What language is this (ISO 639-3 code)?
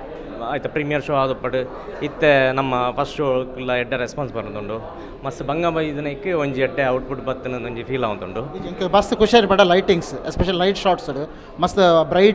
tcy